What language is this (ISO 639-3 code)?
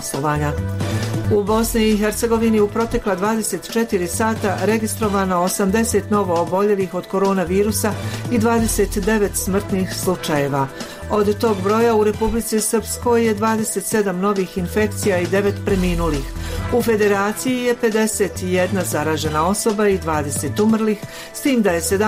bos